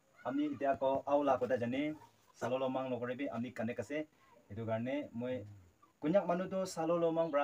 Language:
Naga Pidgin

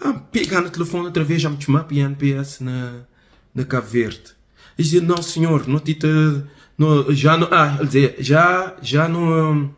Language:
Kabuverdianu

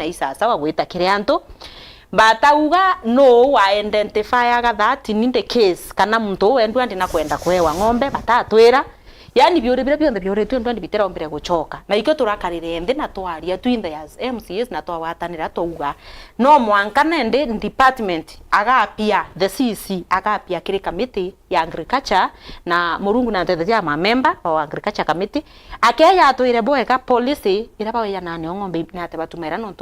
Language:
Meru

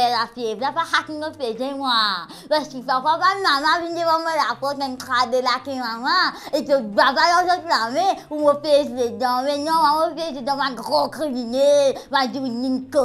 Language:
Morisyen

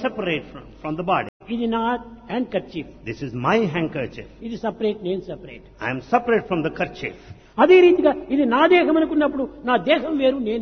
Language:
Telugu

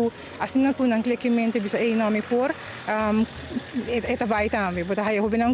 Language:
Papiamento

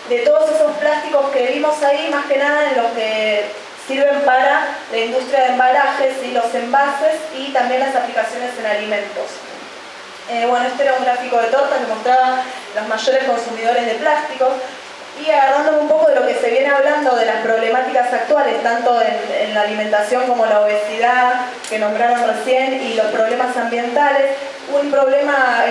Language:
Spanish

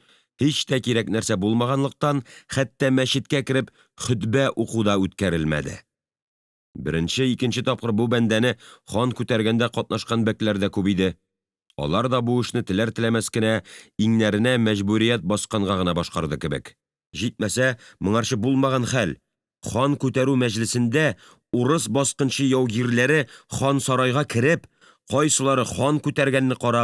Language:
Tatar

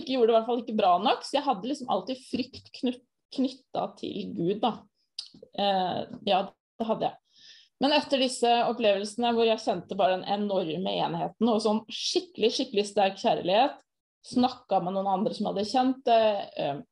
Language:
Norwegian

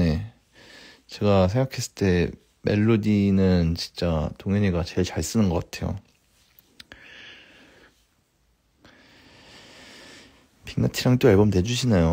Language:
Korean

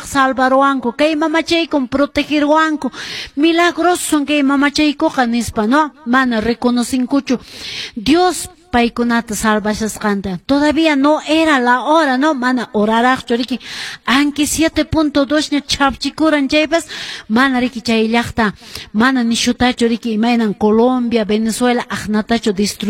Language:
Quechua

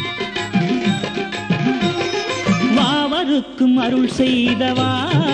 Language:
Tamil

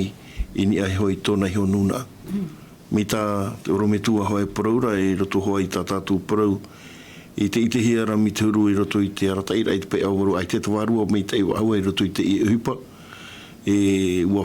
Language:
Tahitian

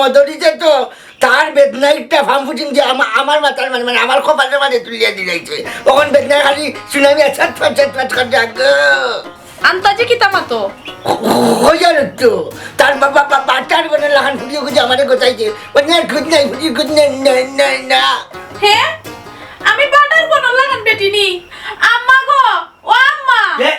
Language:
Sylheti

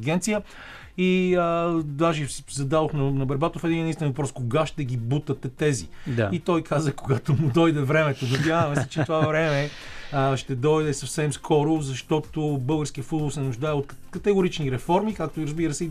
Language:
Bulgarian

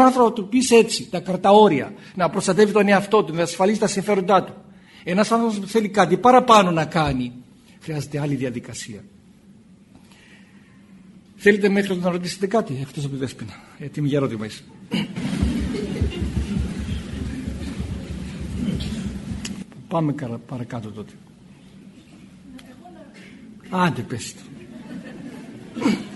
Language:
Greek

